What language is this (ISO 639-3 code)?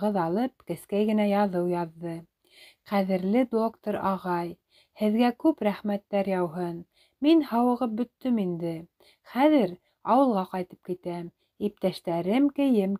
bak